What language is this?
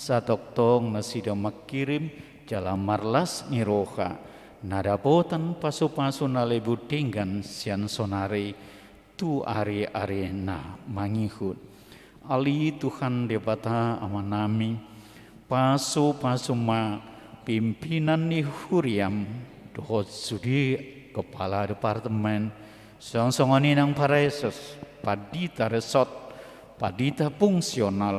Batak Toba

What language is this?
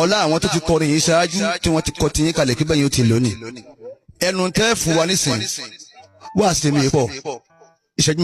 Yoruba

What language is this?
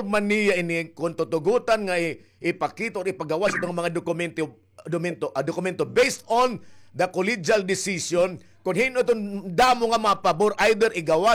Waray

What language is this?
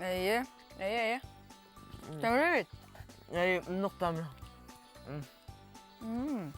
Bashkir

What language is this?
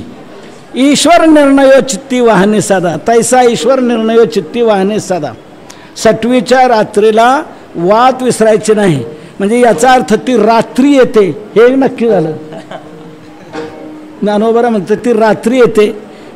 Marathi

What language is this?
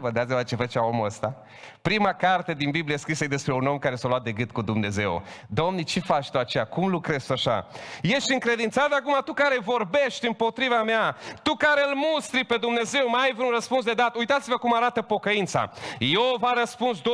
Romanian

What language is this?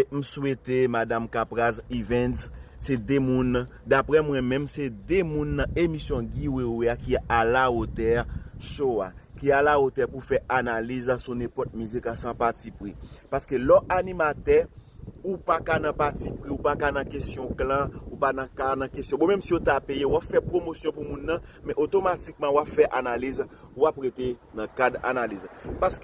Haitian Creole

